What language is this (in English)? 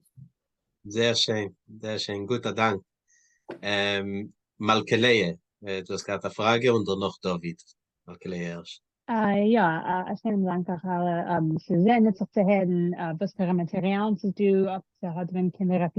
Yiddish